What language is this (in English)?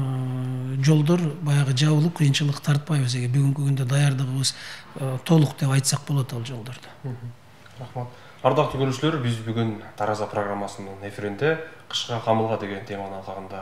Kyrgyz